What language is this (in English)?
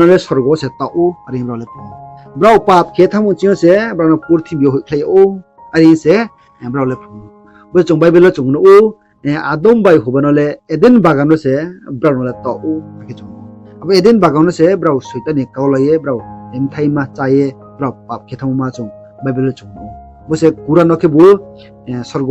Riang (India)